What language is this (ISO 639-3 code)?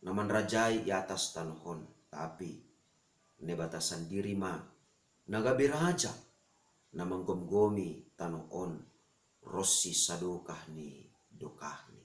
bts